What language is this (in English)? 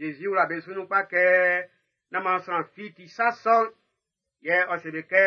Baoulé